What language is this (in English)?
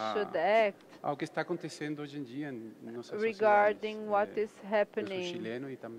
Portuguese